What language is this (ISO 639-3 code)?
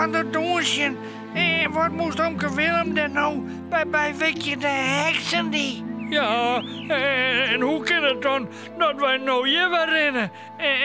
fry